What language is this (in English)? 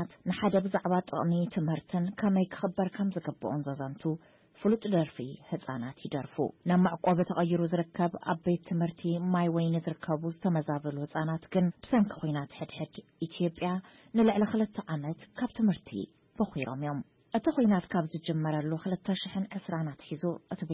Tigrinya